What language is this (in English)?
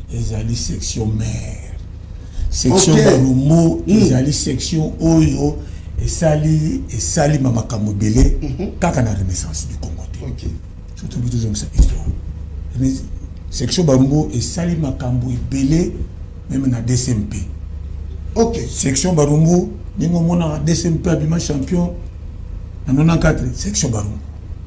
Lingala